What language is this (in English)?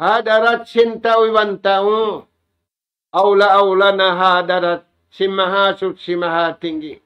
Tausug